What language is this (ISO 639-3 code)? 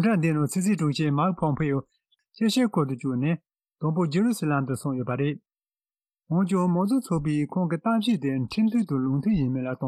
bod